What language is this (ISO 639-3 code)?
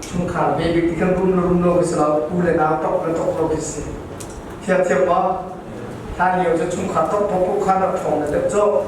cnh